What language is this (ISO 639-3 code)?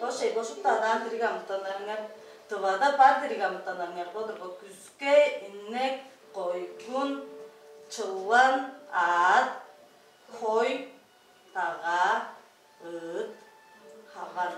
tyv